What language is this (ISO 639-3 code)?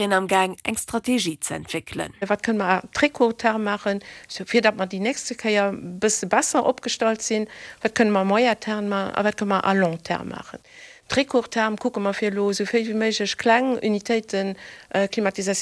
ltz